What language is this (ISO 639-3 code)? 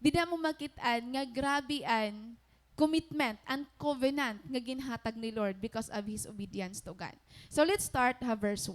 war